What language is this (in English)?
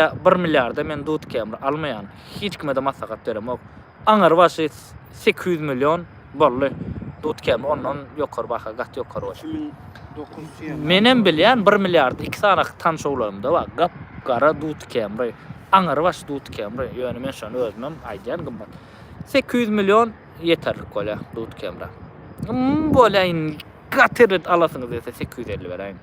Turkmen